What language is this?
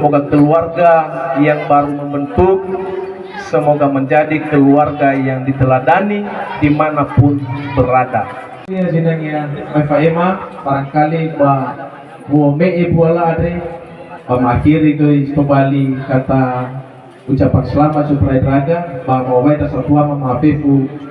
Nias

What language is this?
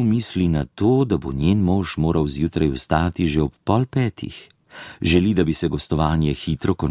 Slovenian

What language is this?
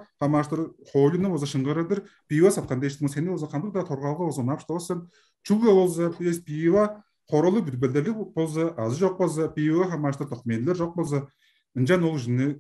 Tuvinian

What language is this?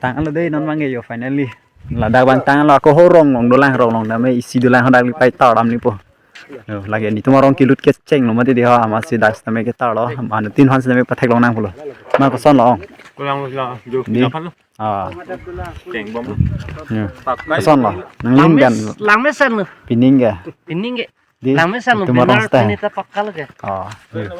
Karbi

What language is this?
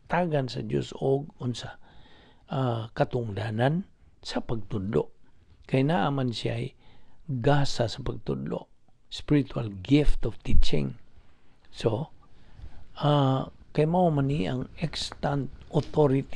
Cebuano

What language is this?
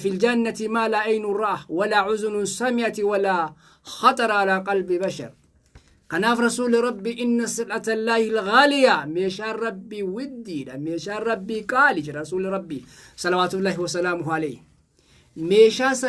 Oromo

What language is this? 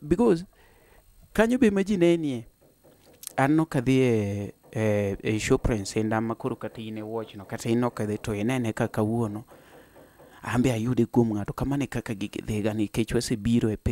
Luo (Kenya and Tanzania)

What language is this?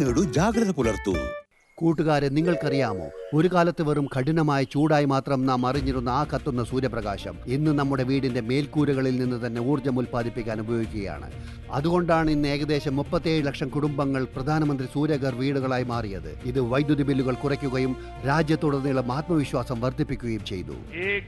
Malayalam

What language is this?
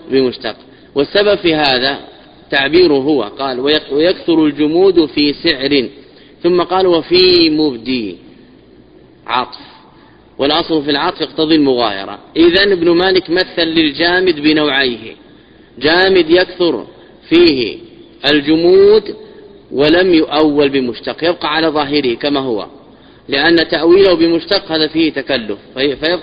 Arabic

